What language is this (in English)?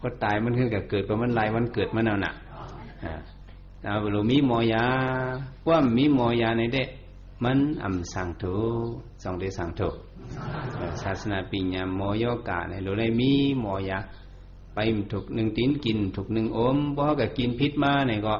Shan